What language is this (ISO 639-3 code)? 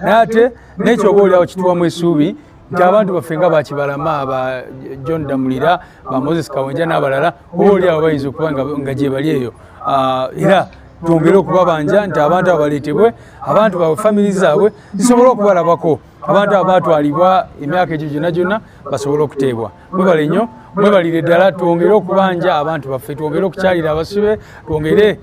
lug